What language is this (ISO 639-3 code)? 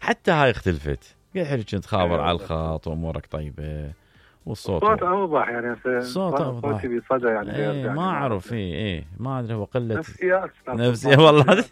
acm